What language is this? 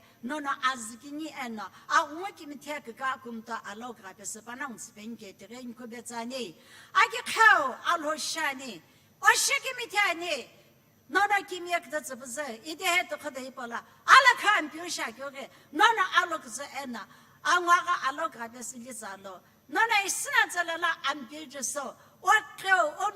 Sumi Naga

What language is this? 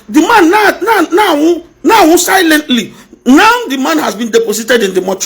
Igbo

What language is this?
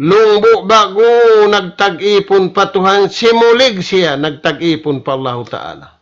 Tausug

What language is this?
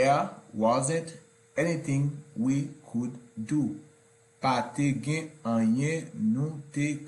Haitian Creole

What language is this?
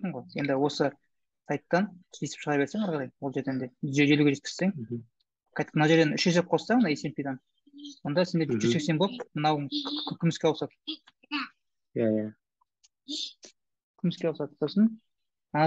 Kazakh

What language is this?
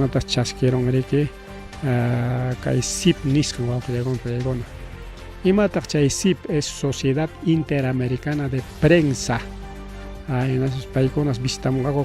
Ayacucho Quechua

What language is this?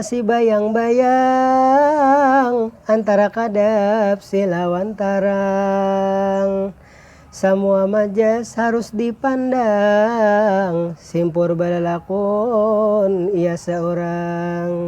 Banjar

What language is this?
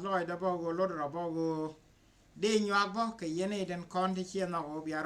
Nuer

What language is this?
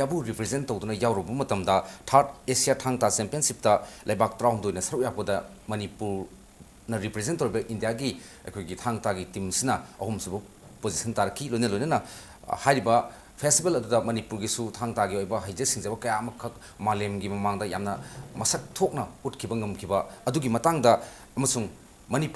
Manipuri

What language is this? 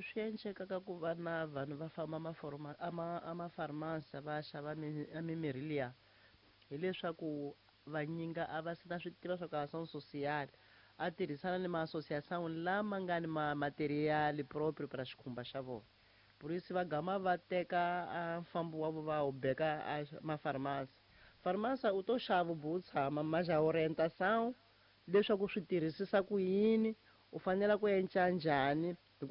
Tsonga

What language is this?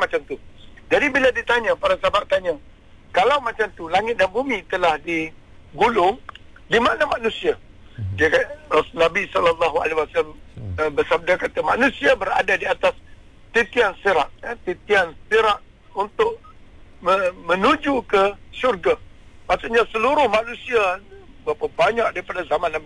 Malay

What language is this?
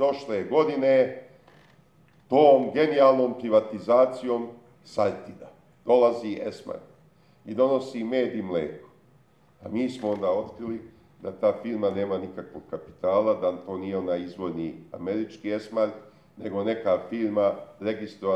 Serbian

